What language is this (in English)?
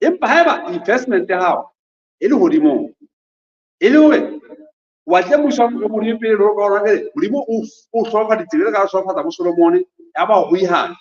Southern Sotho